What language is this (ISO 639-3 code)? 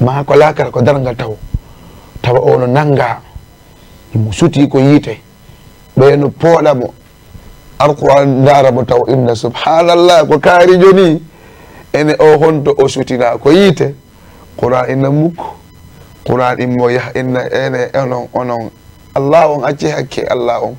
ful